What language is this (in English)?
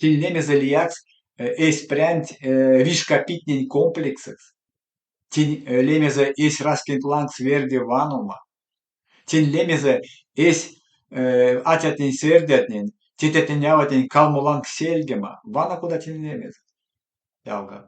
Erzya